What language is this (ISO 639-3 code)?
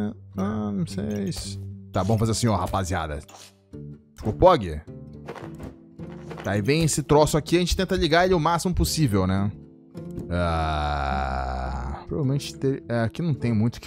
por